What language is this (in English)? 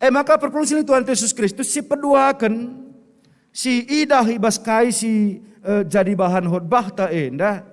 Batak Karo